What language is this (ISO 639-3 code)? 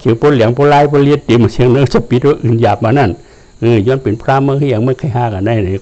shn